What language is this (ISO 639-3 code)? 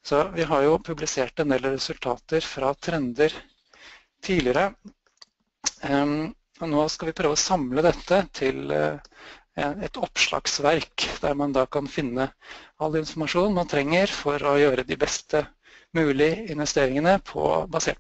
nor